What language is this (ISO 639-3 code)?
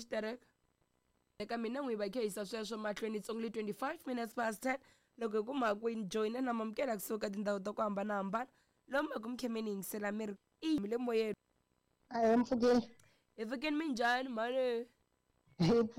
tso